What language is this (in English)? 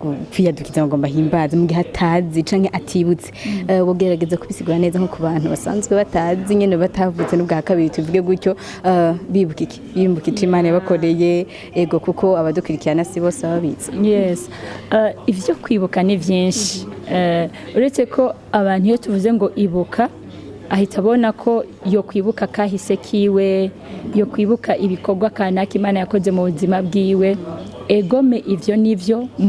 Rundi